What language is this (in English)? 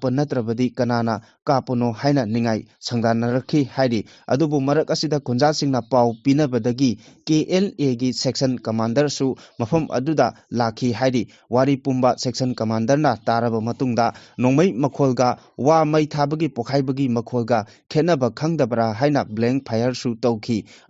Manipuri